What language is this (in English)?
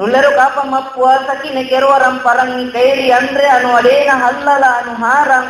Buginese